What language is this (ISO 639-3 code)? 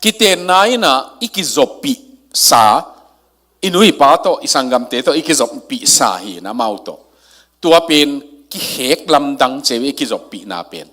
ctd